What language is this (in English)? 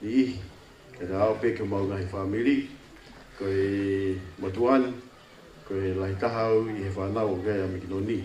Tongan